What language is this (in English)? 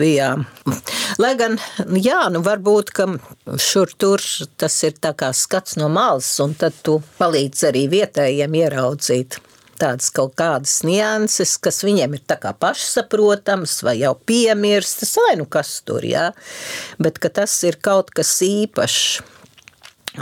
Latvian